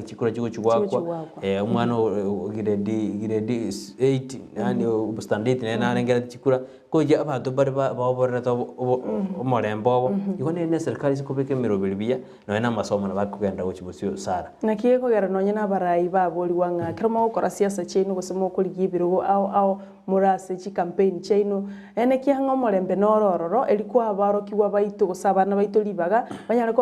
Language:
Gusii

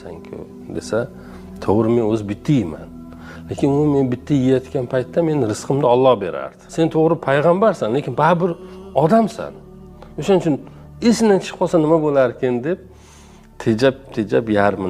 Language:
Uzbek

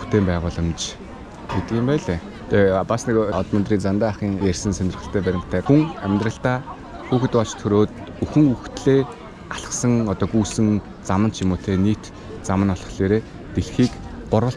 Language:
Mongolian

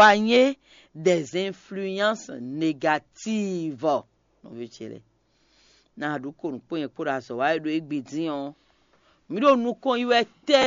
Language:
Fon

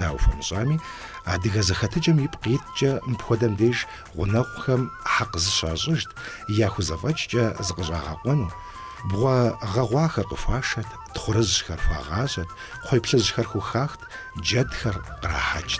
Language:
Kabardian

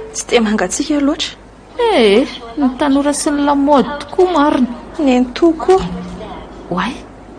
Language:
Malagasy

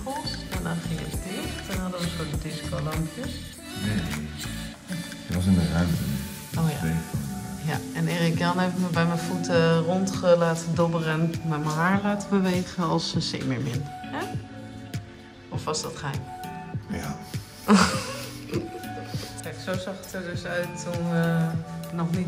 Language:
Dutch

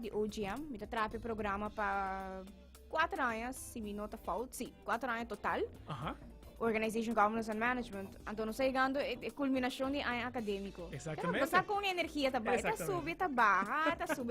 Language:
Papiamento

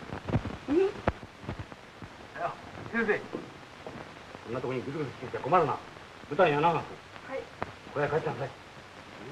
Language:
Japanese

